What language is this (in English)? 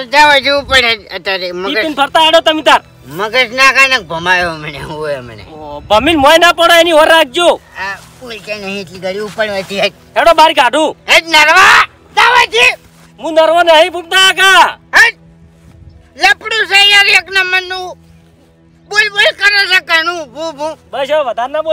Gujarati